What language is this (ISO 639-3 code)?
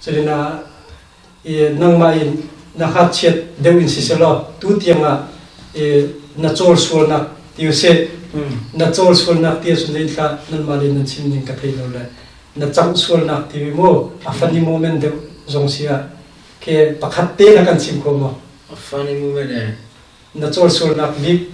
cnh